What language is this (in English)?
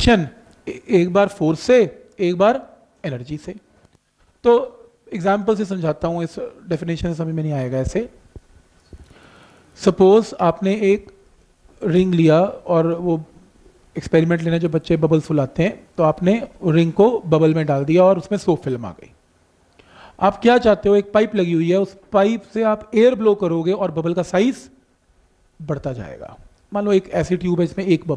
Hindi